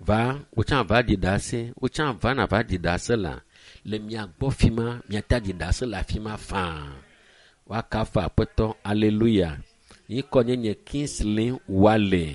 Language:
Ewe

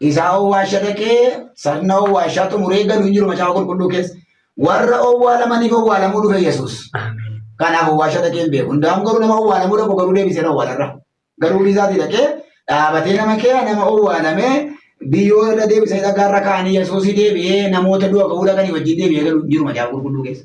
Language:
Oromo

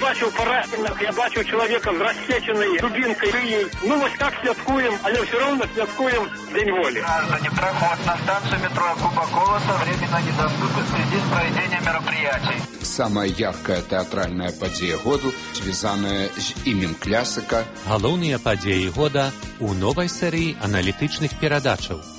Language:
Belarusian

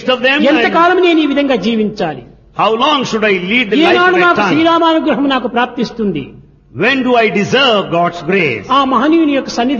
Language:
Telugu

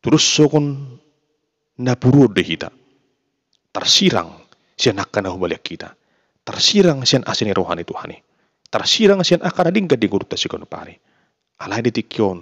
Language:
Batak Toba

